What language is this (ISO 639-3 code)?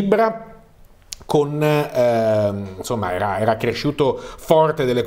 ita